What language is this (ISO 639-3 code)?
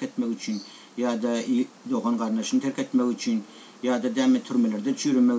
tuk